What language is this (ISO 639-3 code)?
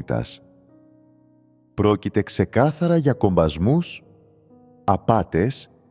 ell